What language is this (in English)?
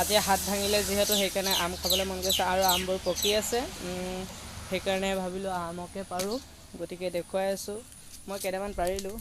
Assamese